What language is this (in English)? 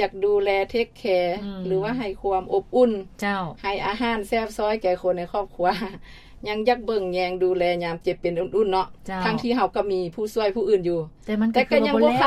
Lao